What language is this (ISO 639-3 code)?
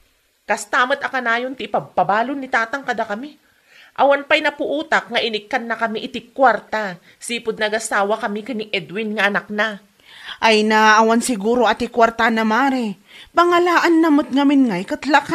ilo